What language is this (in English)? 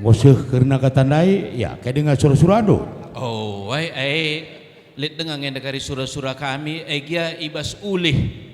Batak Karo